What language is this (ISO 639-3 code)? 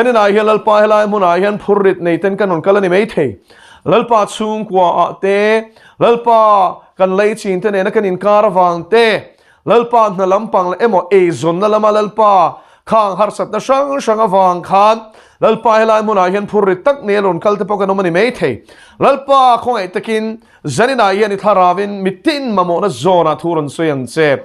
lus